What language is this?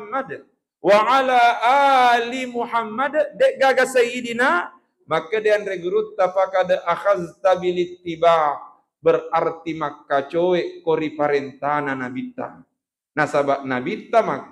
Buginese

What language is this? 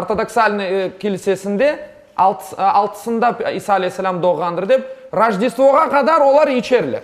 Crimean Tatar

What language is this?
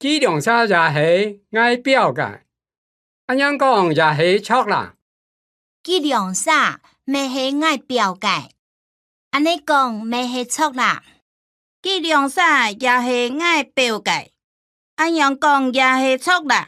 Hakka Chinese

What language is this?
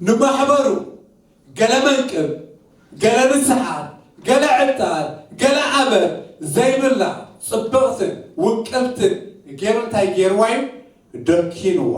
Tigrinya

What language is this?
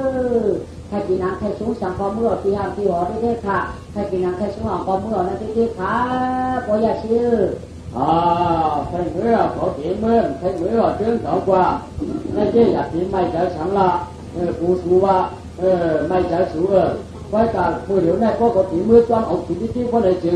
Shan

